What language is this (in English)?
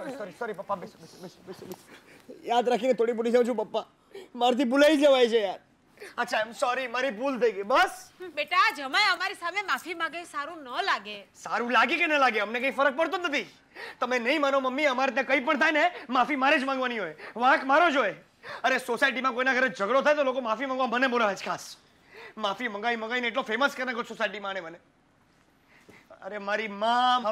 Gujarati